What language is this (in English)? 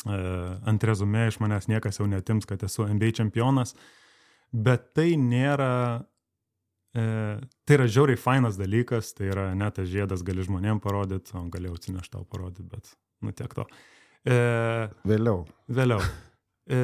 Lithuanian